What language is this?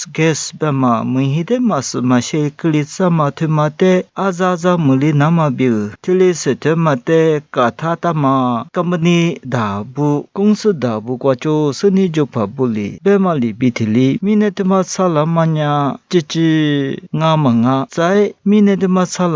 Lisu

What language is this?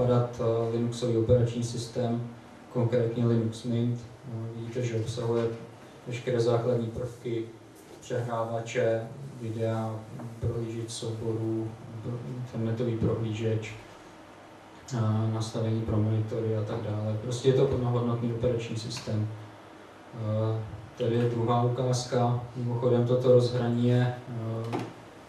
Czech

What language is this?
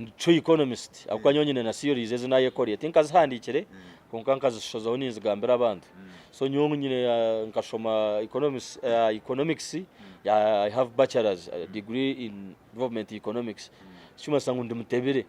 Nyankole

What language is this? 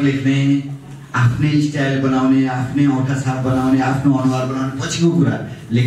Nepali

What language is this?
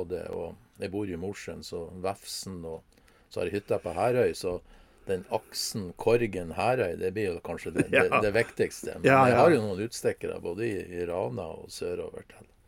Norwegian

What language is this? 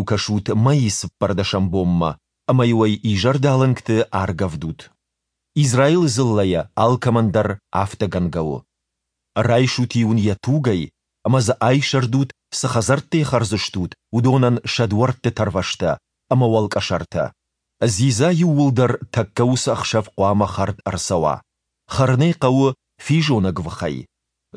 Ossetic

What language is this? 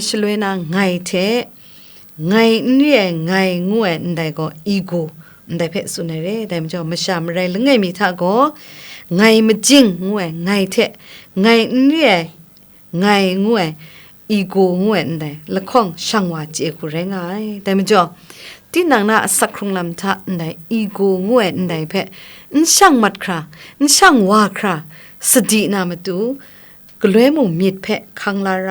Kachin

